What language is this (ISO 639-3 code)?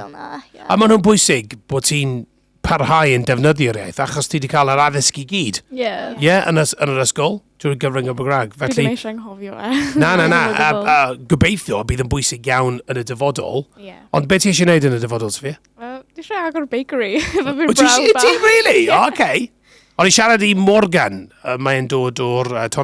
cym